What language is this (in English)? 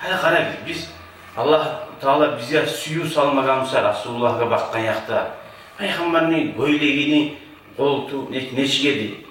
Kumyk